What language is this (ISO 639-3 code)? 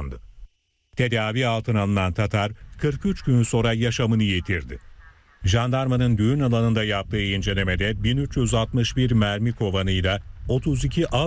tur